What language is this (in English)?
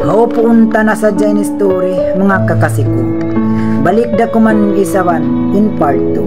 Tausug